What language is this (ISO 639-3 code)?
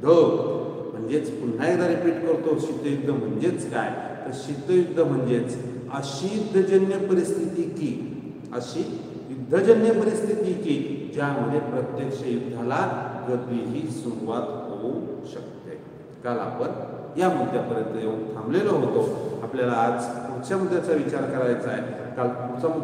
mar